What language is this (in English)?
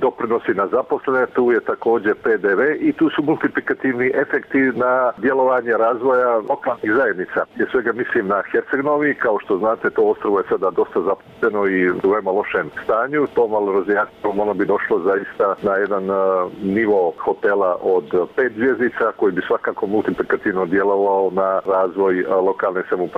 Serbian